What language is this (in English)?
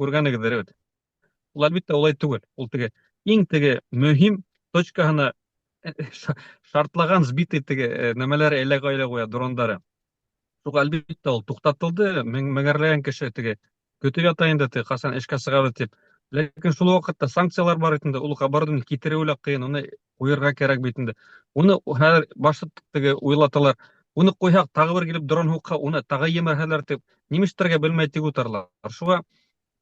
Bashkir